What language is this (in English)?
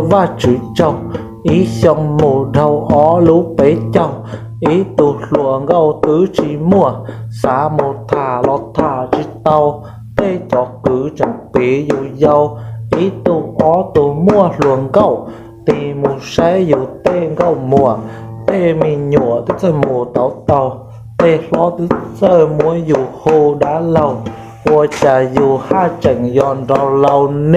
Hmong